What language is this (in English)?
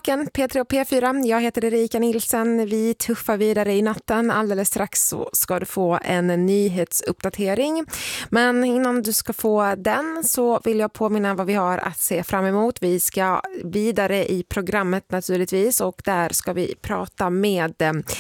Swedish